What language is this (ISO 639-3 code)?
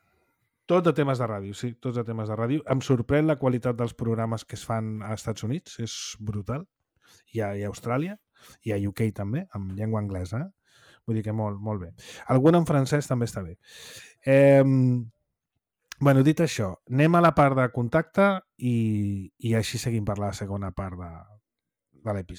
cat